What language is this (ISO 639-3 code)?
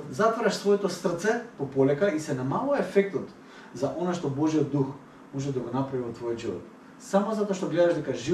mkd